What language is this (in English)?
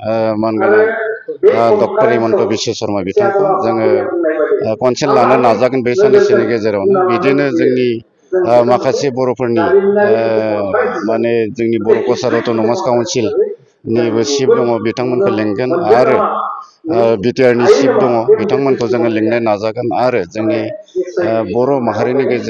Bodo